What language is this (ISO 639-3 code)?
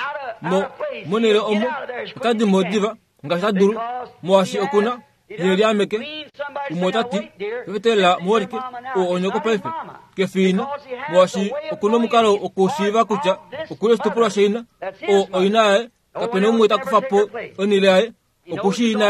kua